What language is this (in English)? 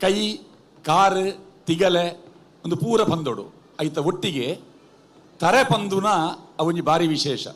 Tulu